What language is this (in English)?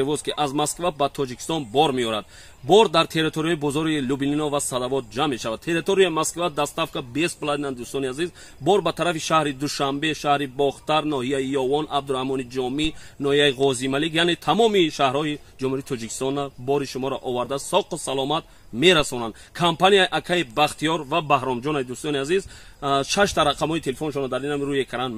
Tajik